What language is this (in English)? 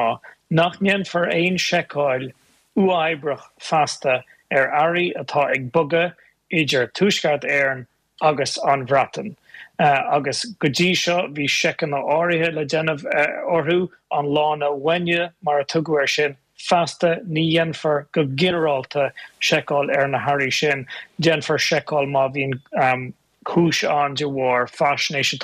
Irish